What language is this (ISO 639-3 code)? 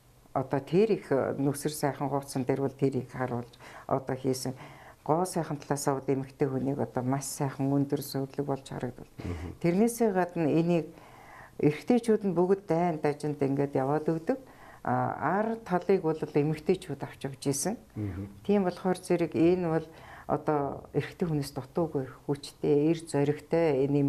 mon